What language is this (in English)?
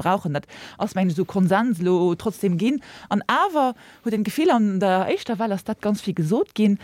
Luxembourgish